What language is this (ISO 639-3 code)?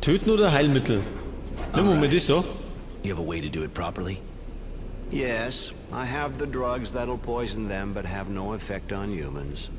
bar